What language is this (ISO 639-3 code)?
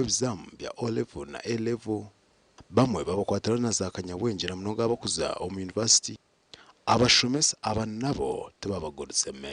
nyn